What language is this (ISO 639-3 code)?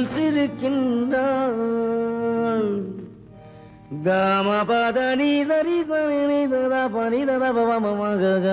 tam